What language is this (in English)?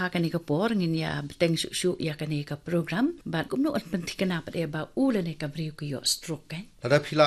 Khasi